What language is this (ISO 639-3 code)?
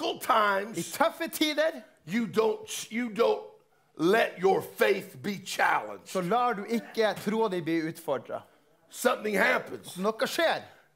nor